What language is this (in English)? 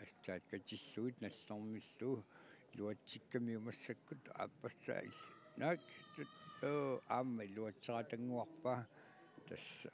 Kalaallisut